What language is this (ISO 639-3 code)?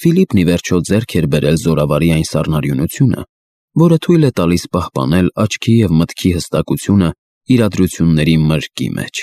hye